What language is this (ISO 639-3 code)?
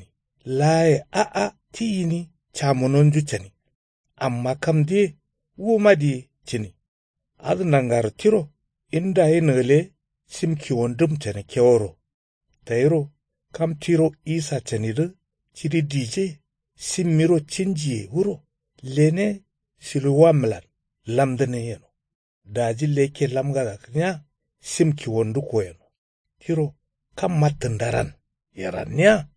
kau